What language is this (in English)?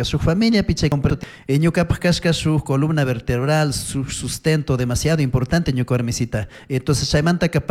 Chimborazo Highland Quichua